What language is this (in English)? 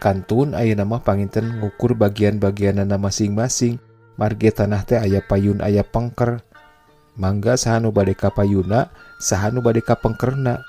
Sundanese